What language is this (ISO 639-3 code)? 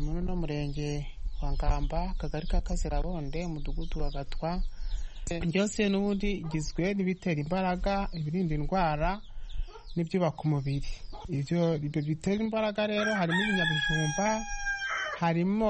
kin